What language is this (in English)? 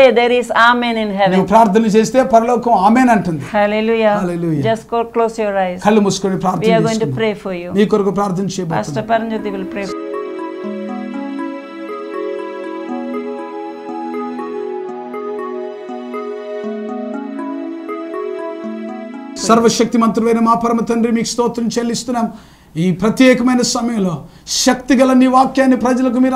Telugu